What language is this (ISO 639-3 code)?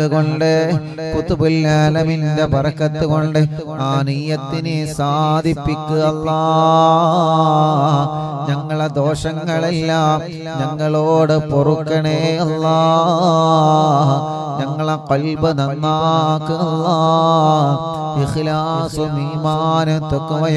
mal